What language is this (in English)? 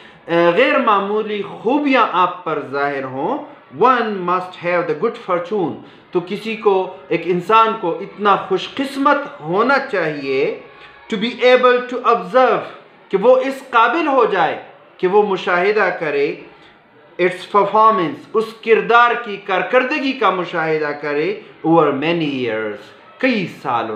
Urdu